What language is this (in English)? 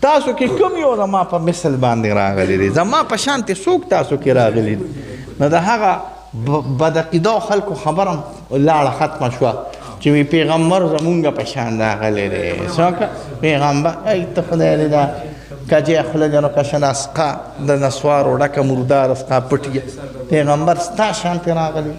Pashto